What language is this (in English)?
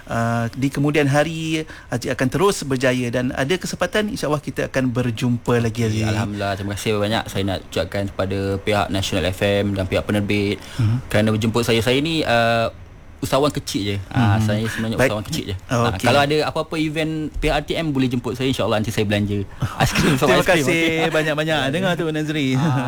Malay